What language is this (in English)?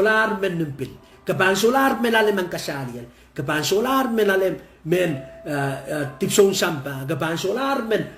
Pohnpeian